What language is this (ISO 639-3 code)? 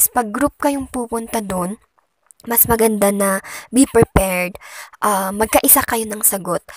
fil